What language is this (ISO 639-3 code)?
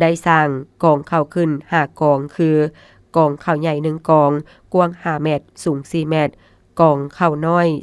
lao